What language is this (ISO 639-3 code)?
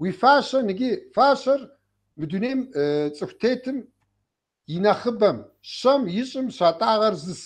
kbd